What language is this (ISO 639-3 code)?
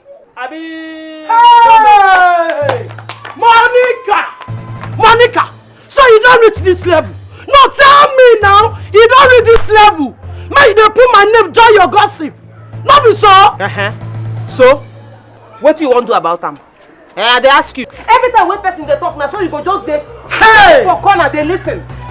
pcm